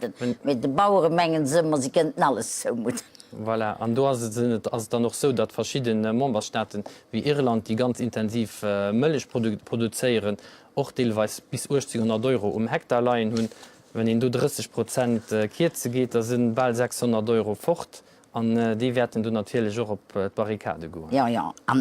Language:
Luxembourgish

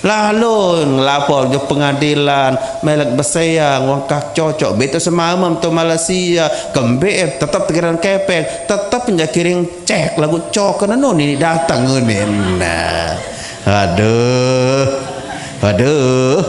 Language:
Sasak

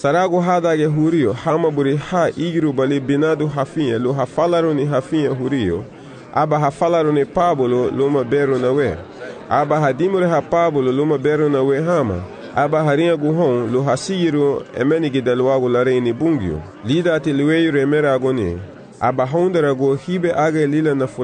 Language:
Garifuna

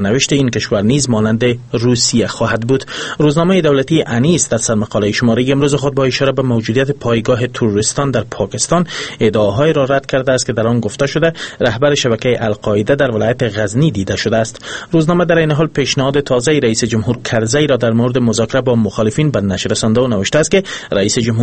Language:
Persian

